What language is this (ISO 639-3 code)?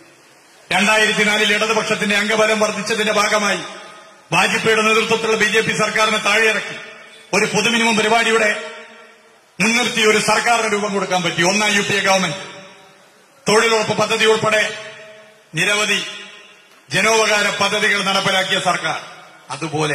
mal